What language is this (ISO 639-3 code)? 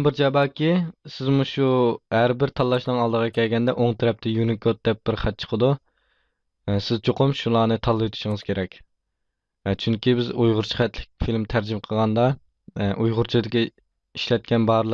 uig